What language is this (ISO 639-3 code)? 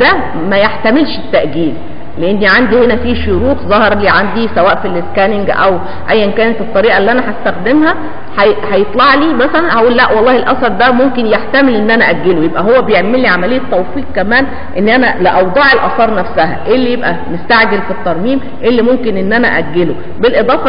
arz